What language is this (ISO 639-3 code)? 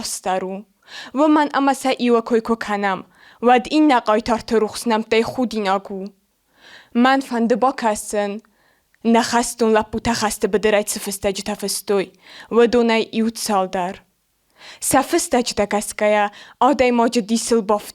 oss